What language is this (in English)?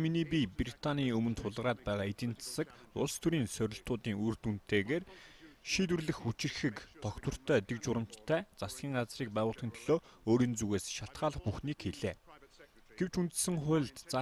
Mongolian